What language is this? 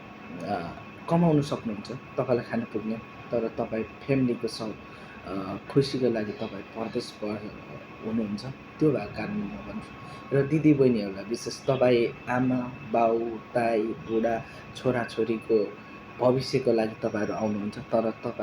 Nepali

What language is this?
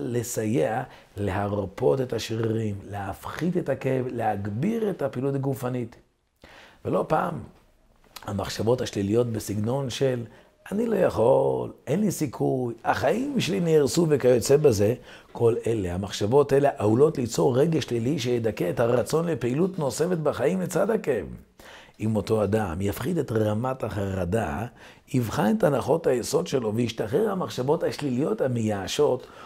Hebrew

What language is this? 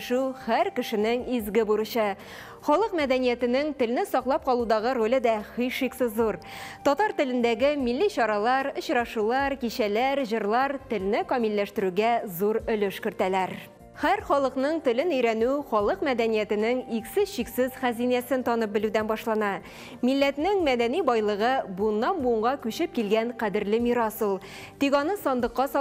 Tatar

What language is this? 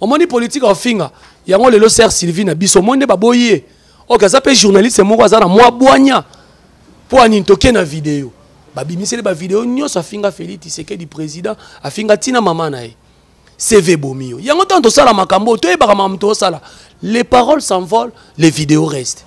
Lingala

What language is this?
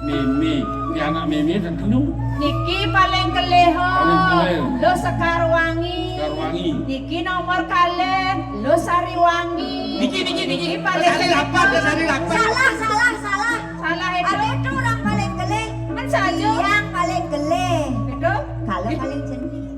Balinese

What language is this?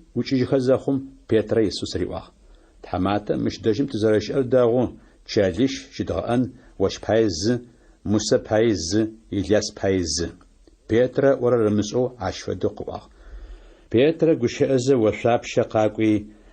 Adyghe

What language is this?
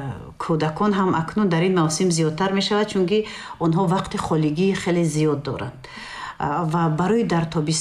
Tajik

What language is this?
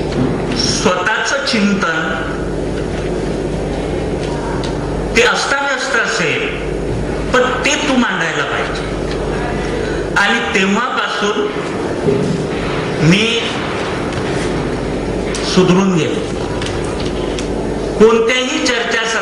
Marathi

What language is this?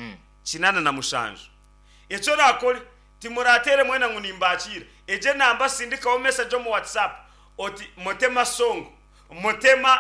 Nyankole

